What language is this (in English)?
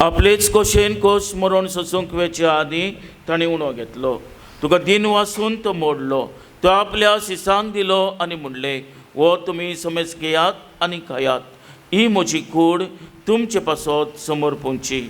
Konkani